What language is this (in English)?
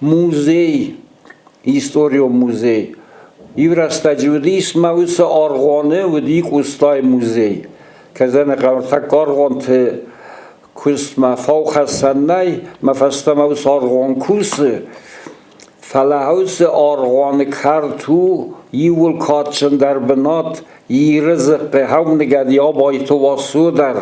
Ossetic